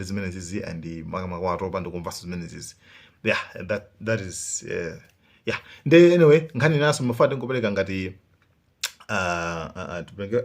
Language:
Nyanja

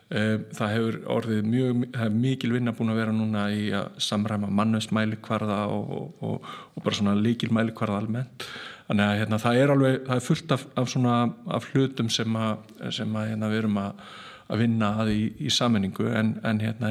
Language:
Icelandic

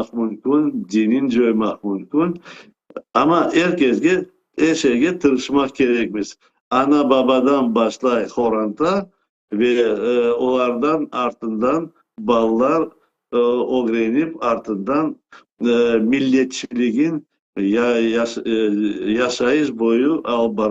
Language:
Crimean Tatar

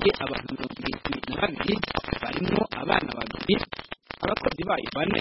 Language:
Kinyarwanda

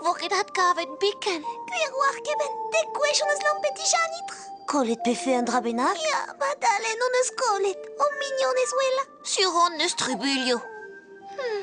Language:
Breton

